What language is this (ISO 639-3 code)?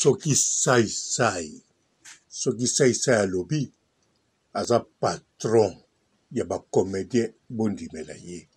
lin